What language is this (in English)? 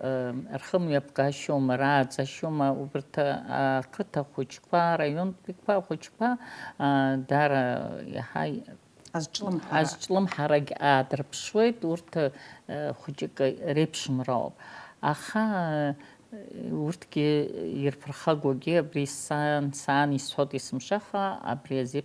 Abkhazian